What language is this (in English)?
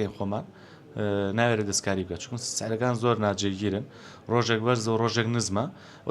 Central Kurdish